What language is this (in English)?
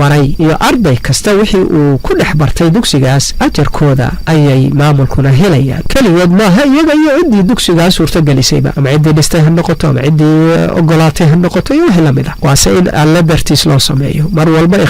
Somali